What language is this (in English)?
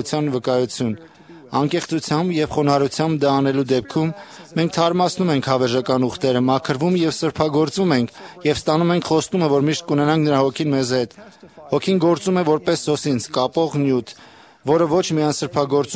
Armenian